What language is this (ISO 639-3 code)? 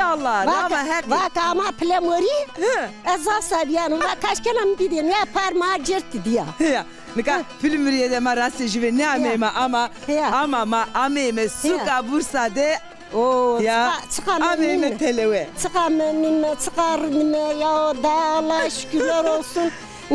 zza